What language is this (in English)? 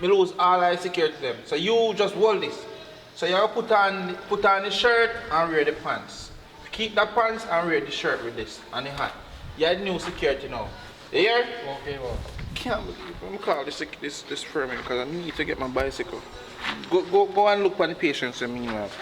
Jamaican Creole English